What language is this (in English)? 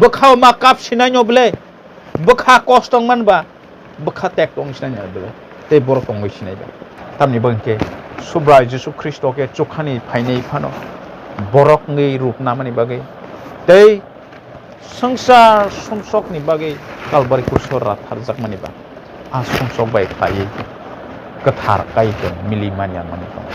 Kok Borok